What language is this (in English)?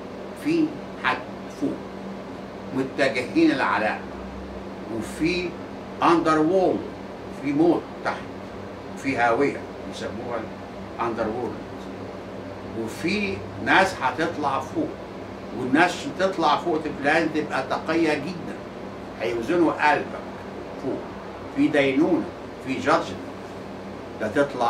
Egyptian Arabic